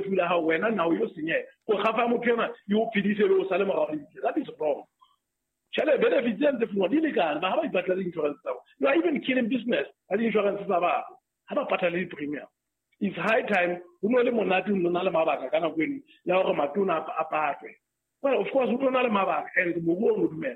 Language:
Southern Sotho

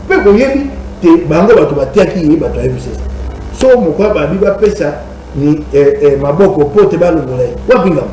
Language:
Lingala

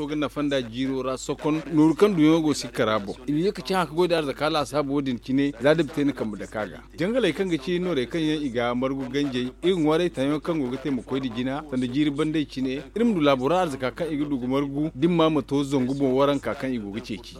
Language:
Zarma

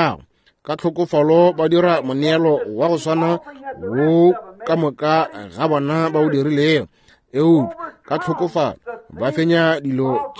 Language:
Northern Sotho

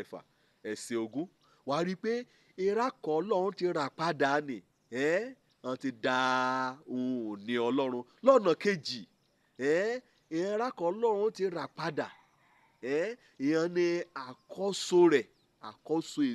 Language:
Yoruba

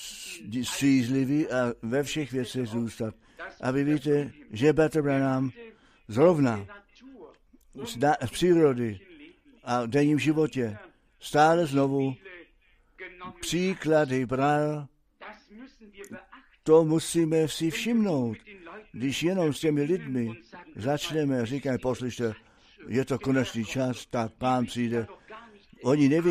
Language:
Czech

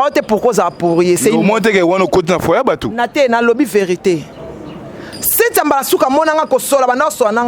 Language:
Lingala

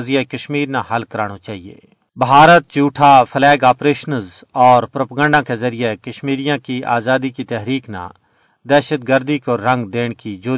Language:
Gujari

